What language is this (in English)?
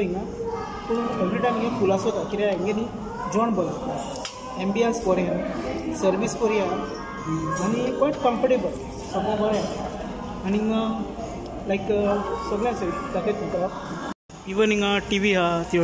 Konkani